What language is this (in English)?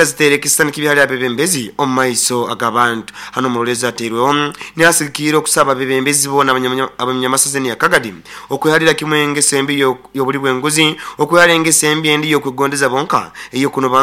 Nyoro